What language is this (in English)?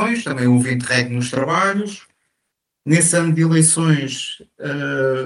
Portuguese